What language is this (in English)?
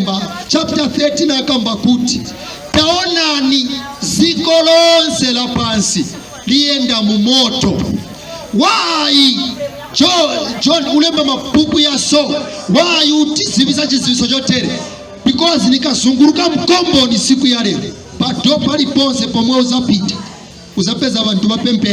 Nyanja